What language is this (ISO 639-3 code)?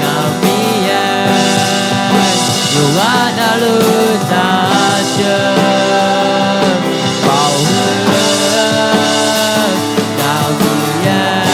ahk